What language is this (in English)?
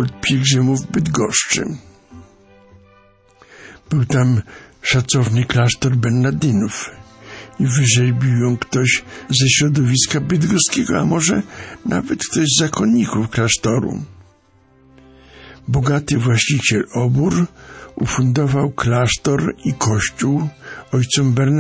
Polish